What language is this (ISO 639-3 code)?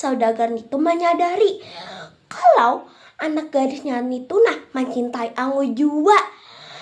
bjn